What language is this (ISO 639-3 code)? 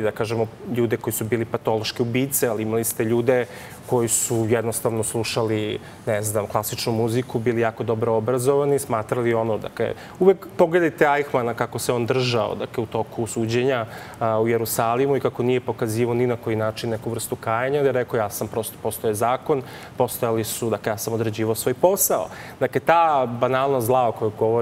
srp